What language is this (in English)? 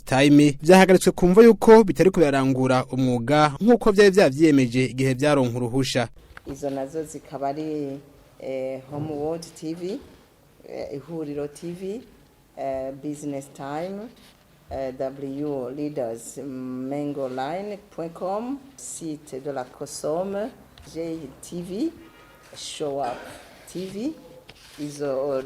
Rundi